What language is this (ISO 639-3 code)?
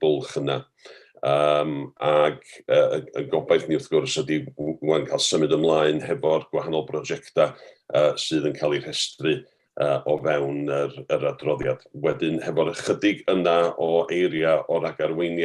cym